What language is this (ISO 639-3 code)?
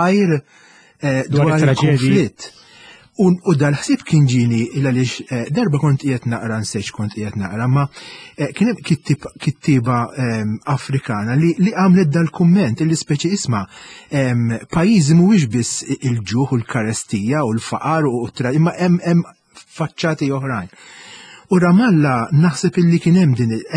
mlt